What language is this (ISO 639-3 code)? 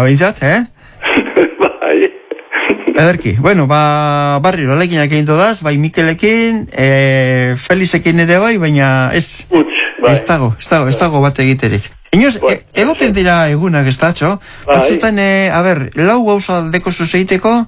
eus